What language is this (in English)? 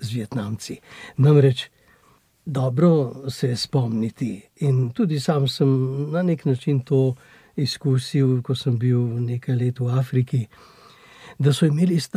Slovenian